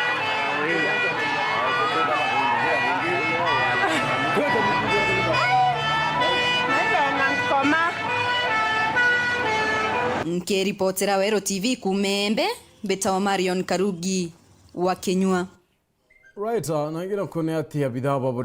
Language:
Meru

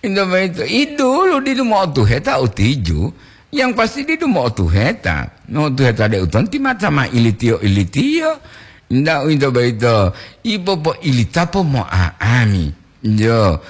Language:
Gorontalo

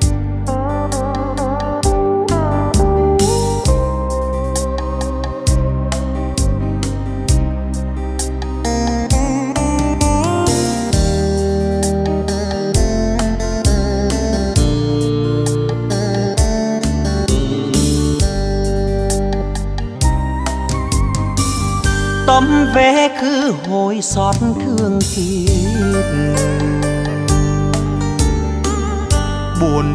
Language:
Vietnamese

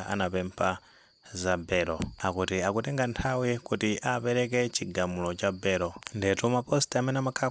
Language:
Nyanja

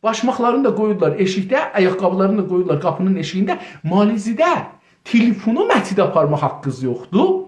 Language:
South Azerbaijani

